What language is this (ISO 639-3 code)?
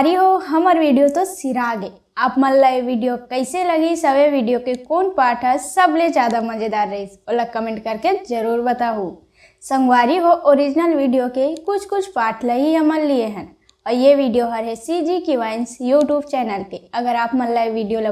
hne